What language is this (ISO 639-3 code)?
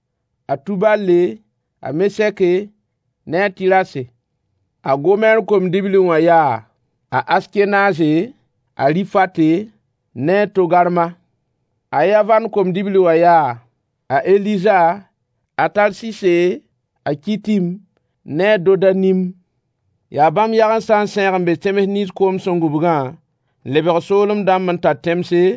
mos